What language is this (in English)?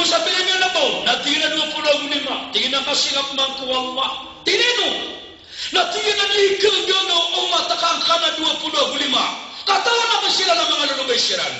Maranao